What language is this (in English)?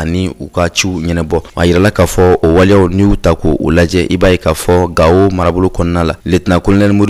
Bambara